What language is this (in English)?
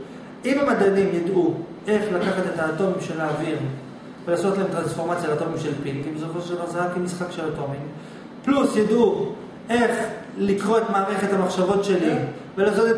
Hebrew